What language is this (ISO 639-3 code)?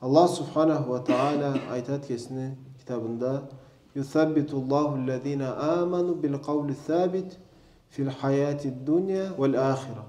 krc